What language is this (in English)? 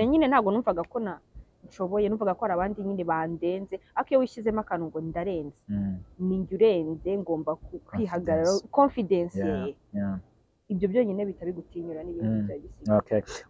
Kinyarwanda